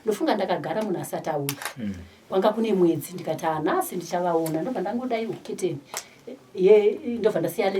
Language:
Shona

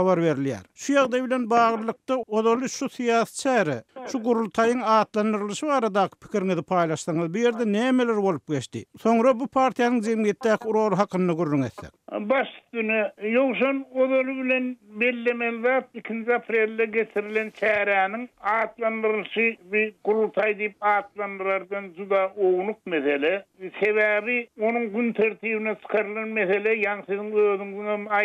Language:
Turkmen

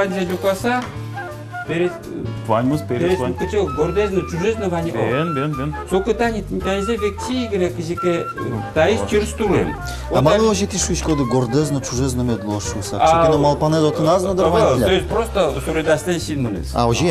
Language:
Udmurt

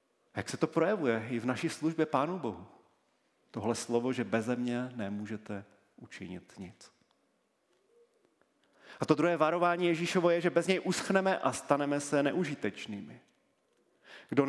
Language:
Czech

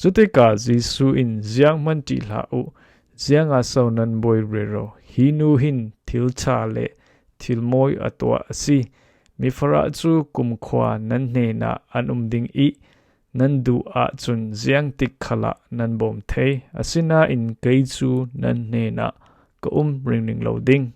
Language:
Falam Chin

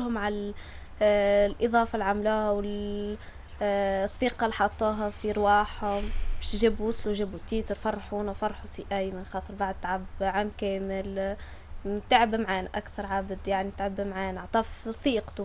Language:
Tunisian Arabic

